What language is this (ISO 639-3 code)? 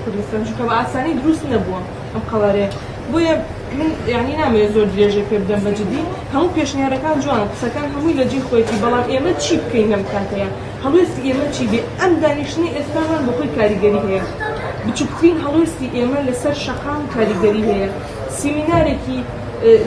ckb